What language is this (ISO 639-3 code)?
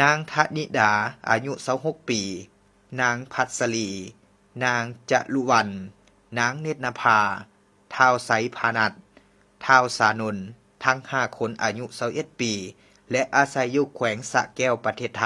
lao